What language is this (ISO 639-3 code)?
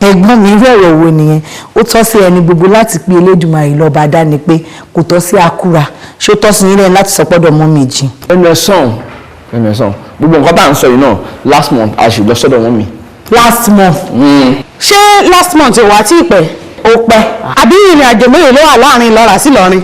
yor